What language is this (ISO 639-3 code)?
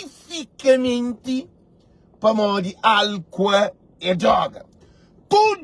kea